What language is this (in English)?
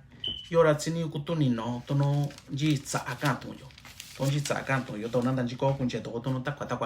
Mixtepec Mixtec